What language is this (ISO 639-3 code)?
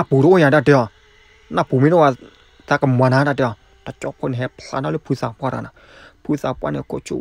ksw